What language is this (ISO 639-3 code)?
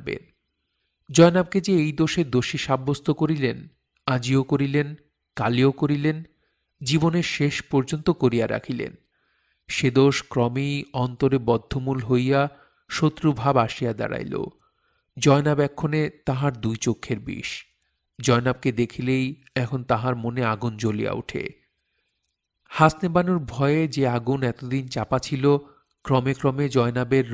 ben